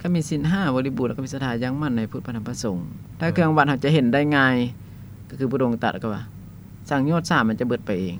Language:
Lao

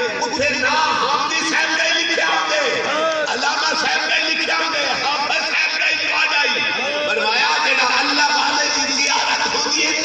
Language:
Saraiki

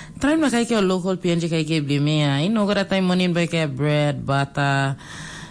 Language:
Tok Pisin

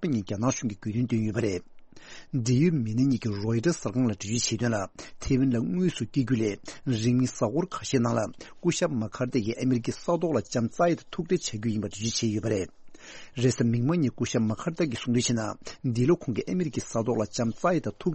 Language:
Tibetan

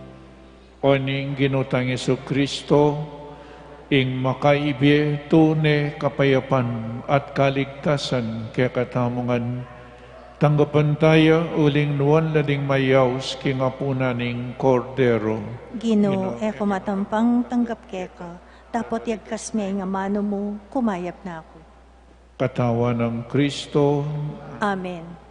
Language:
Pampanga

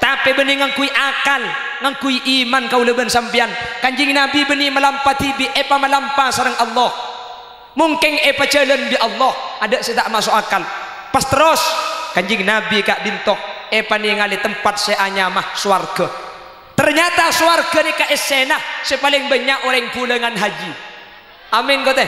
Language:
Madurese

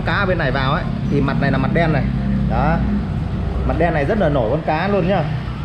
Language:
Vietnamese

